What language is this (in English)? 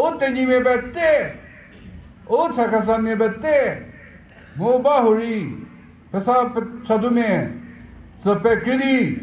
Chokri Naga